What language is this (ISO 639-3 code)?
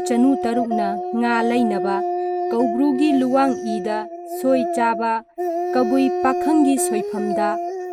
mni